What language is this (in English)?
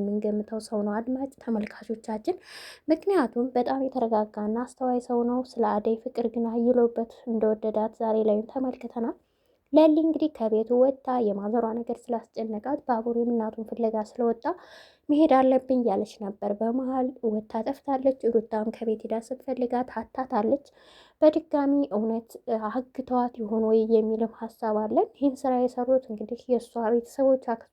Amharic